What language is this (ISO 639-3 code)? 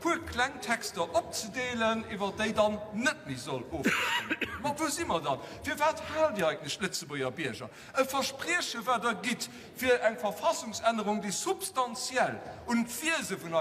ltz